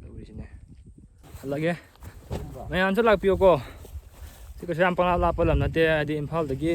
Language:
Manipuri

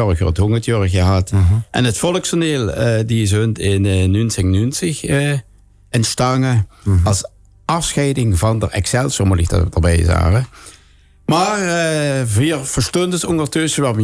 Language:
Limburgish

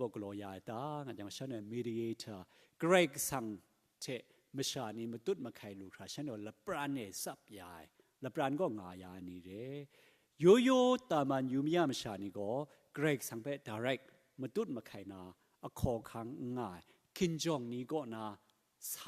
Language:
Kachin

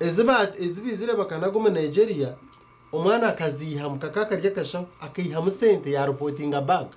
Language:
Nyankole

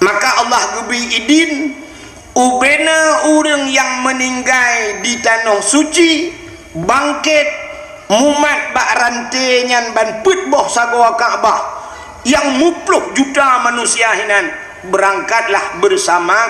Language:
Achinese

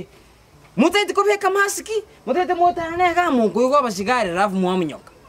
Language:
Gusii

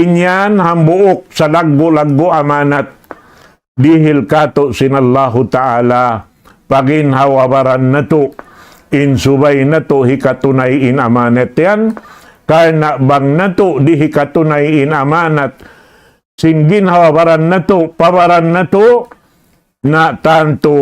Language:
Tausug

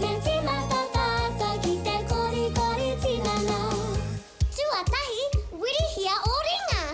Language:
Māori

